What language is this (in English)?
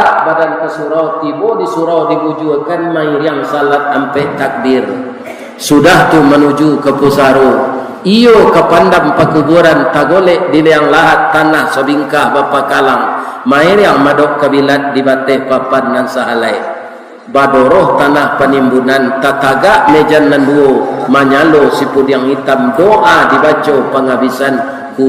Minangkabau